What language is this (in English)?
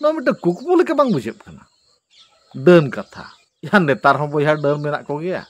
Santali